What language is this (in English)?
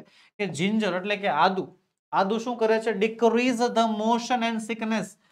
Gujarati